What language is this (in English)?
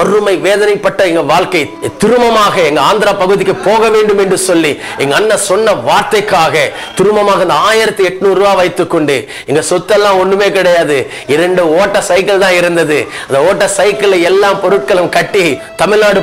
Tamil